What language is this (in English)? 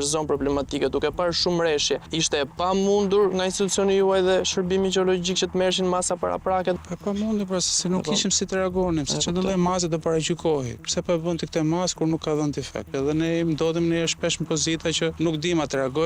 Albanian